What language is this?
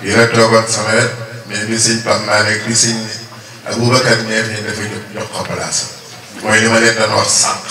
Wolof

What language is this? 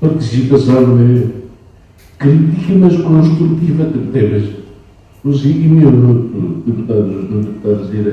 Tetum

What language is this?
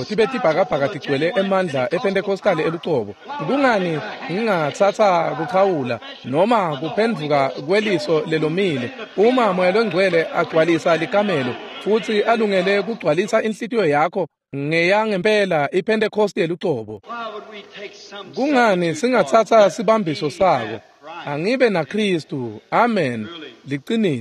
Swati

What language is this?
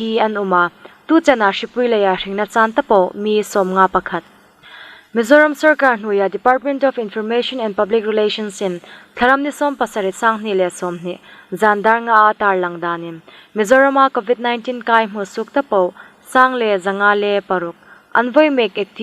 Hmar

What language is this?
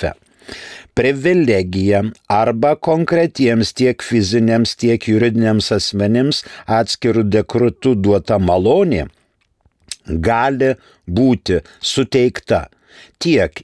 Lithuanian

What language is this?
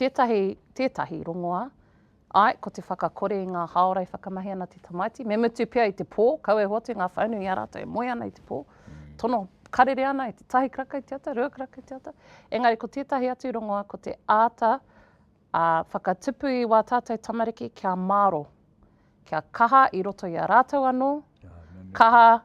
Māori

